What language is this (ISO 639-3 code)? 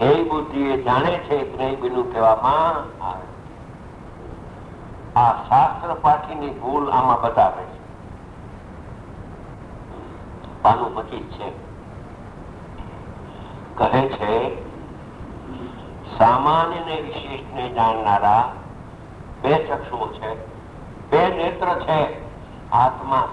guj